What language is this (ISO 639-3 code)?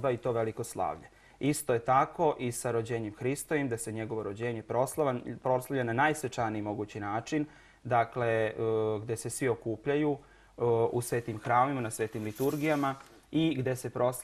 srp